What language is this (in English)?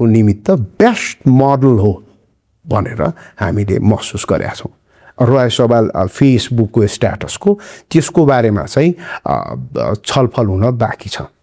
Nepali